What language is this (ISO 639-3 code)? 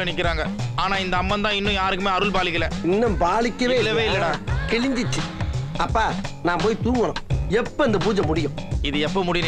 tam